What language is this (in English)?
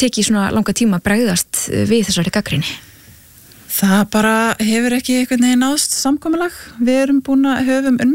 Icelandic